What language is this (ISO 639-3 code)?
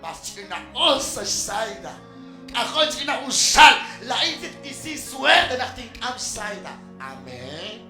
kek